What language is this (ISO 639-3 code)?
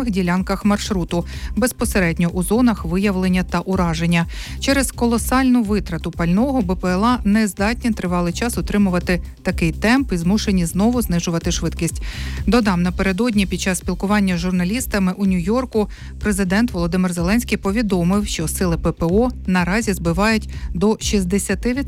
ukr